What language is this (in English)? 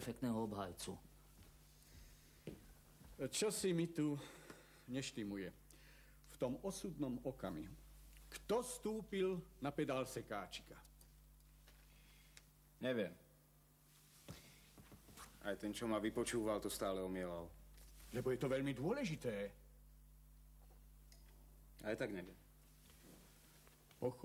Slovak